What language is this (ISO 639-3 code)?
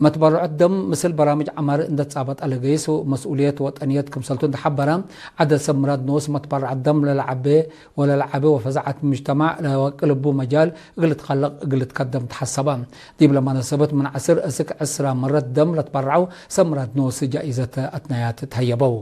tig